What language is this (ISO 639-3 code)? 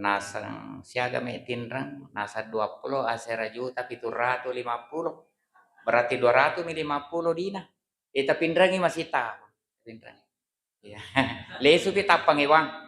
bug